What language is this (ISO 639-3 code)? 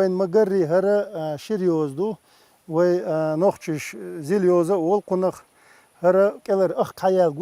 che